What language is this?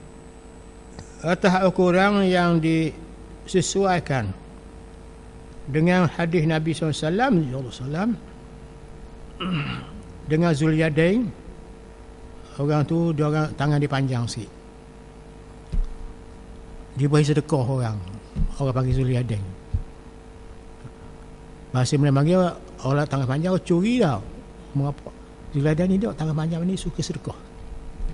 Malay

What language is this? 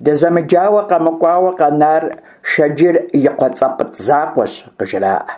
Kabardian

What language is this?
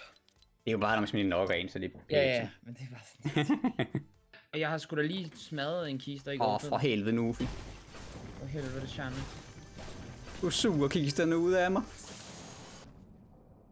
Danish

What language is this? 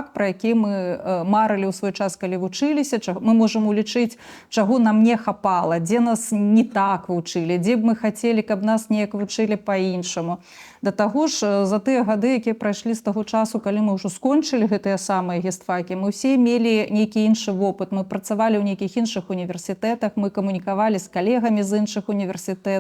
Belarusian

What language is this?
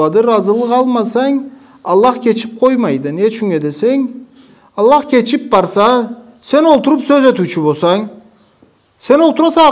Karachay-Balkar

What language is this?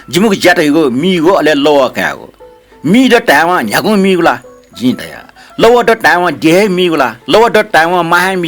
Newari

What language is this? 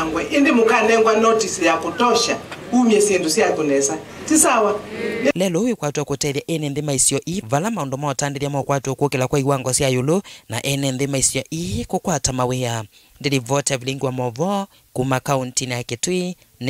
Kamba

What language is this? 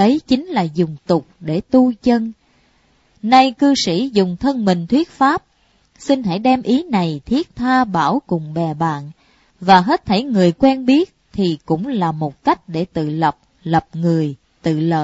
Vietnamese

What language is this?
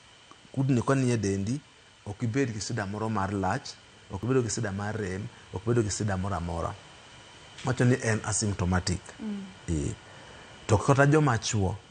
Luo (Kenya and Tanzania)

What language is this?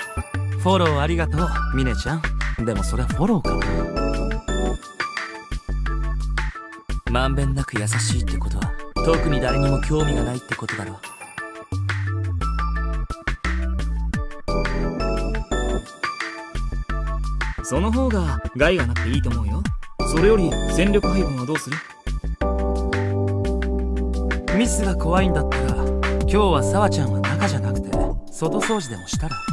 Japanese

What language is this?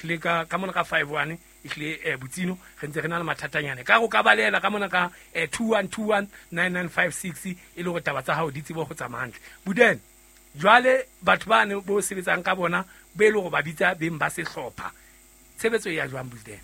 Southern Sotho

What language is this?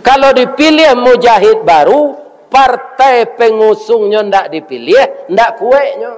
Minangkabau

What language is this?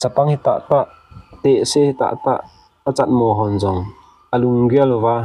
Thado Chin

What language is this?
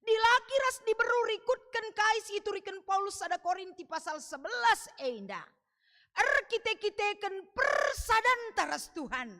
Batak Karo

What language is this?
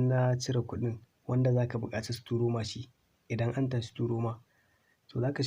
Hausa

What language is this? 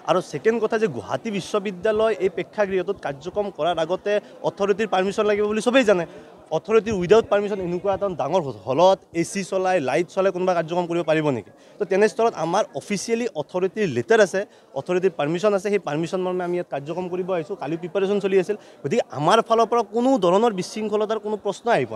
Assamese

